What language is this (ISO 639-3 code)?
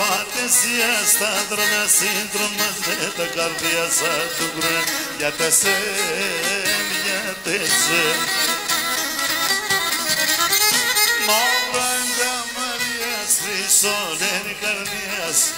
ell